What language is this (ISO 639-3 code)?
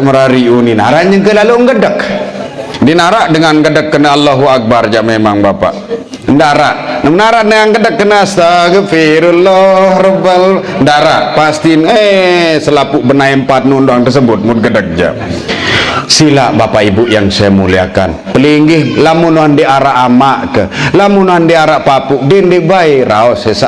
sas